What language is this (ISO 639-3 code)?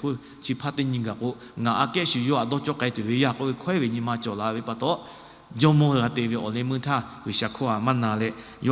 lhu